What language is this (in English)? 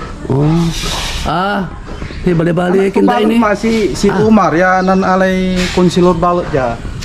Pangasinan